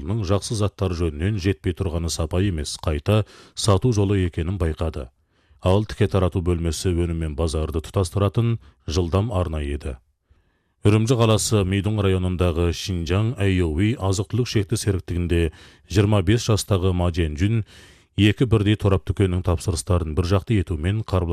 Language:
Kazakh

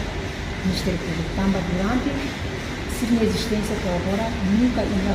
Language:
Tetum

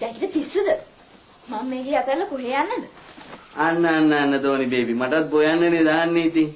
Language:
Sinhala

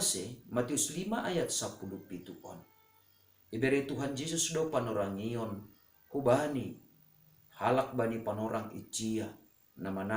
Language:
Batak Simalungun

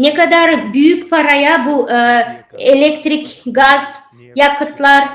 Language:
Gagauz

